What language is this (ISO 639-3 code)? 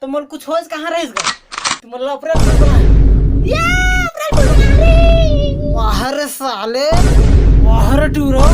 hne